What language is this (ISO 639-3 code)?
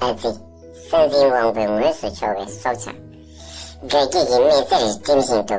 bod